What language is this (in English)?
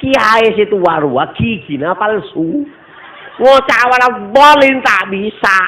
Madurese